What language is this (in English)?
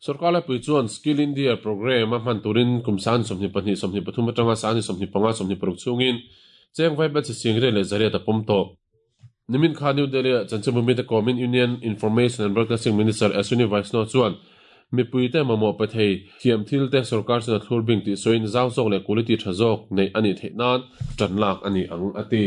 Mizo